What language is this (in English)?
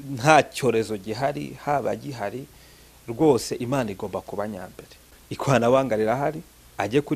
Kinyarwanda